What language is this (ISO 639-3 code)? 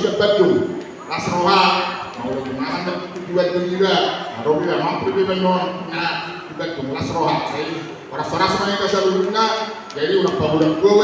bbc